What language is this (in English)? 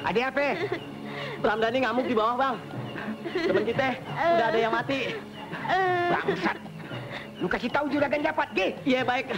Betawi